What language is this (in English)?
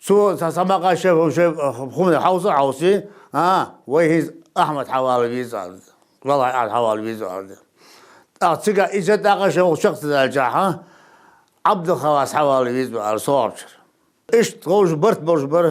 Ingush